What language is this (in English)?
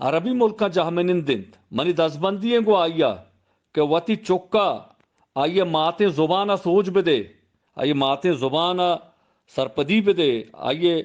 Eastern Balochi